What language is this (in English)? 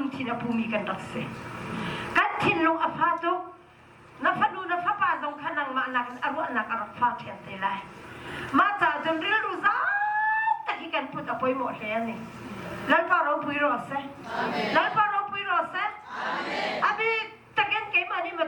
Hakha Chin